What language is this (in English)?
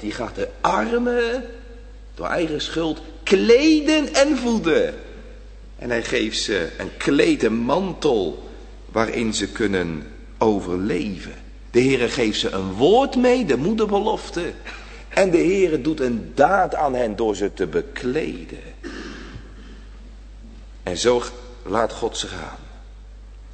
Dutch